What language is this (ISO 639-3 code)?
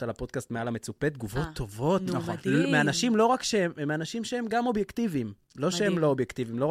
heb